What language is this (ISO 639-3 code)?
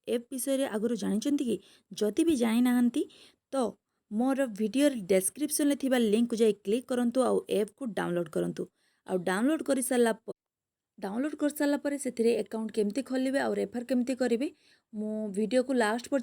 ori